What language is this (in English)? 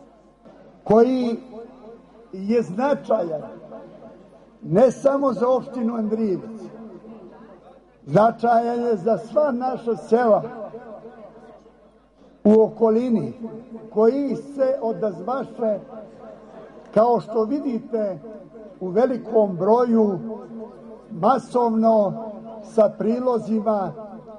Serbian